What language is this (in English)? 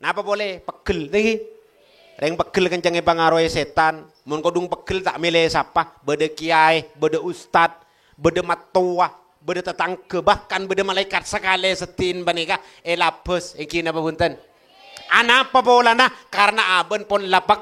Madurese